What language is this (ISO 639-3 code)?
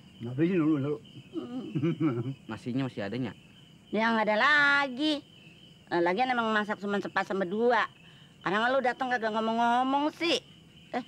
bew